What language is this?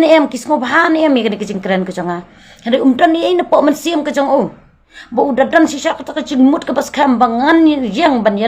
Khasi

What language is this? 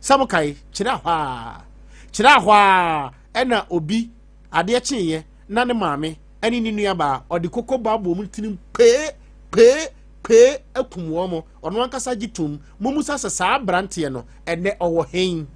Akan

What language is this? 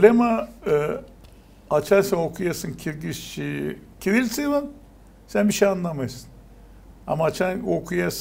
Gagauz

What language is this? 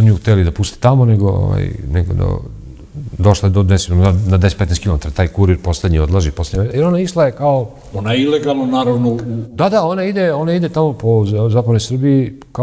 Serbian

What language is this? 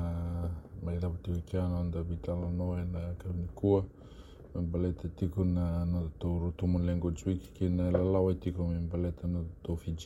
Fijian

